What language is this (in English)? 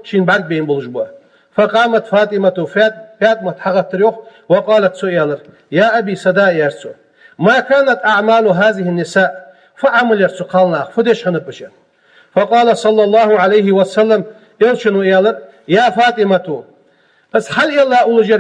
Ingush